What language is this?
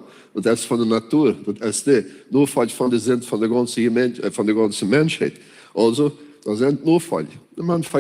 Plautdietsch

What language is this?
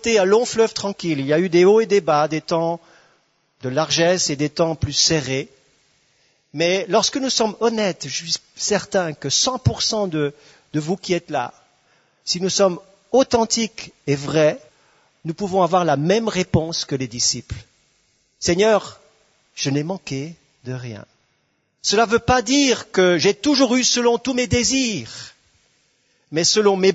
French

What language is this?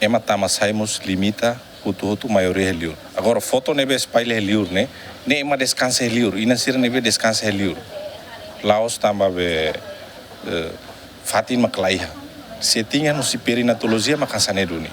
Tetum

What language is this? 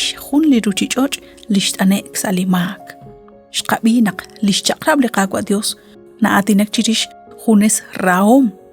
Kekchí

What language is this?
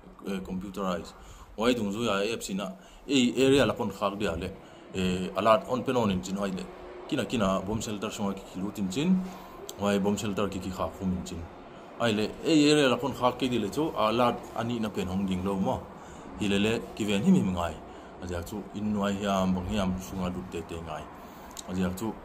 Paite Chin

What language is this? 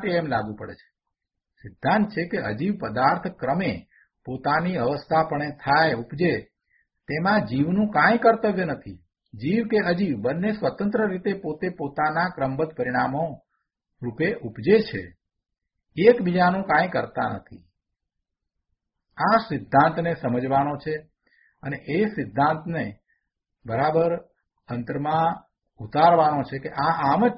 Gujarati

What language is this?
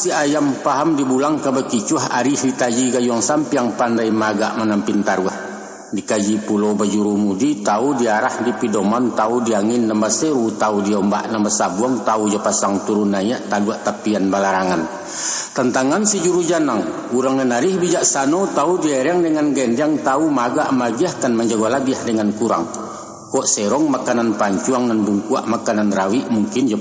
Minangkabau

